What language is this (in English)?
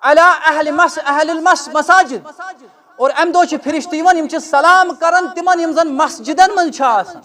Kashmiri